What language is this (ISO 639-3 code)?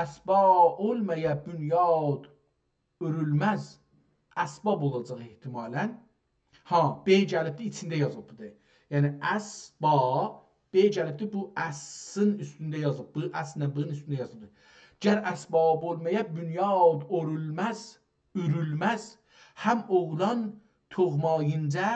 azb